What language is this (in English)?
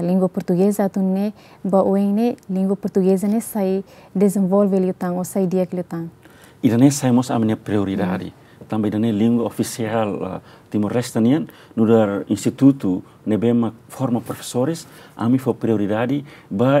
Tetum